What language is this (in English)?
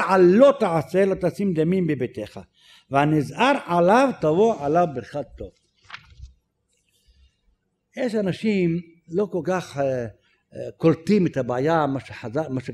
Hebrew